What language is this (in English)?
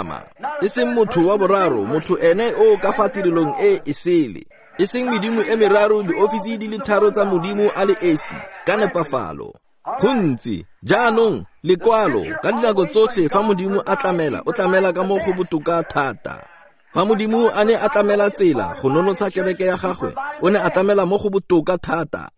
Tswana